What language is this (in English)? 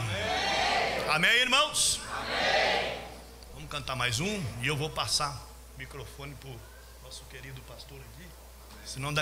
Portuguese